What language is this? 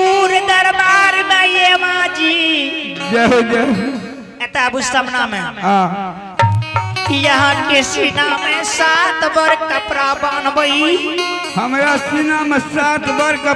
Angika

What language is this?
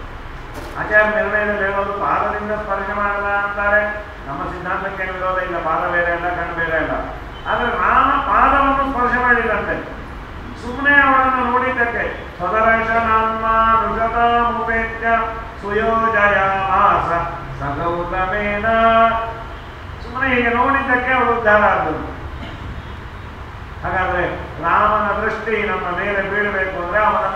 Kannada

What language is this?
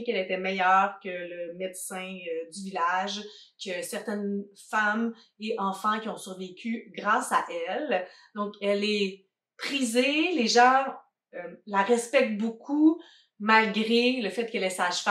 French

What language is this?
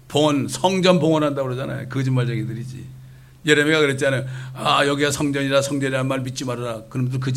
Korean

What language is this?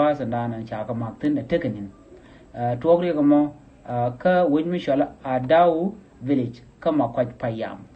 Nuer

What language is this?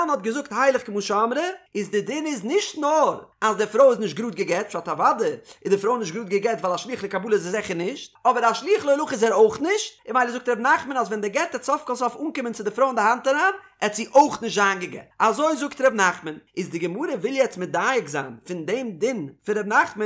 Yiddish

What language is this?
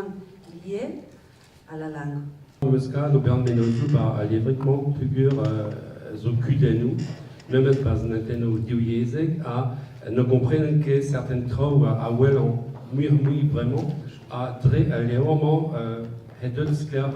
Breton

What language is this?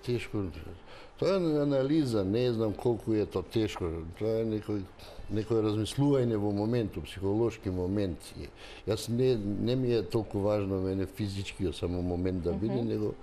Macedonian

